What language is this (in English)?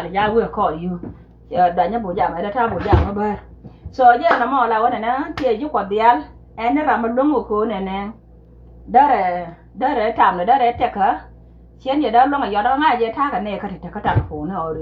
Nuer